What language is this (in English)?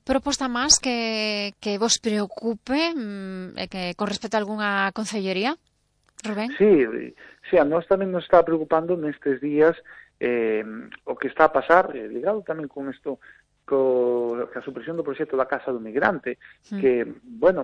Galician